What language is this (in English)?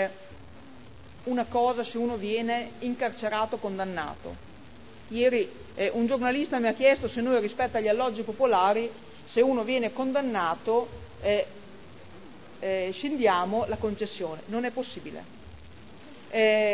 Italian